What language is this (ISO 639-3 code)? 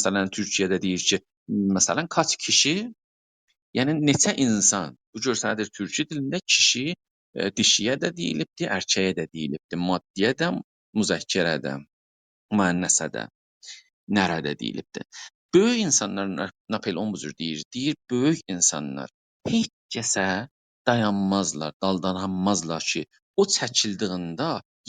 azb